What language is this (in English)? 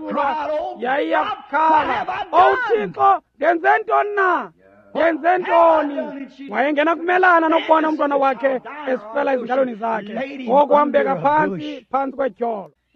Xhosa